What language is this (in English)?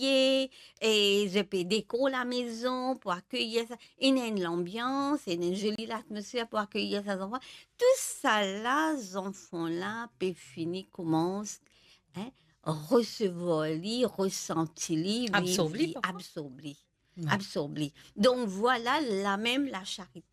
Morisyen